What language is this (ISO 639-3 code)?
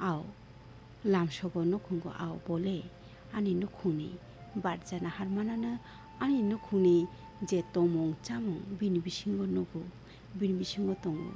trp